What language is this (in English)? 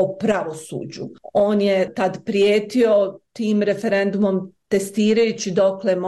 Croatian